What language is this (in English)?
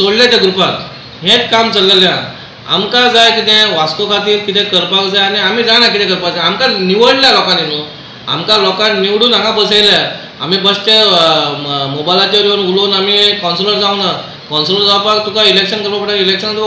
Konkani